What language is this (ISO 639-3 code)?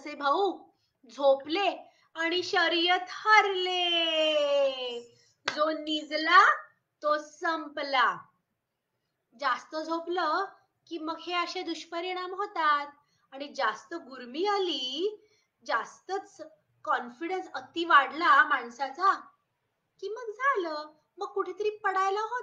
mar